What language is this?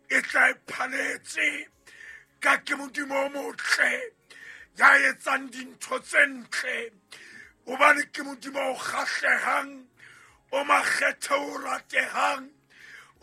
Southern Sotho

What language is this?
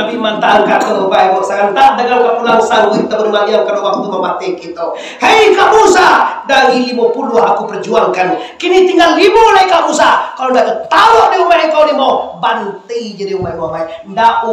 Minangkabau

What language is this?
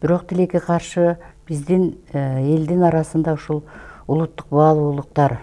Kyrgyz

